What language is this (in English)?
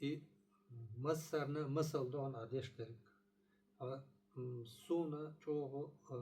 Chechen